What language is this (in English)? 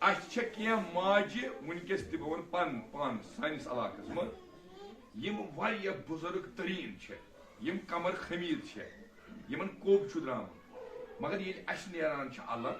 Kashmiri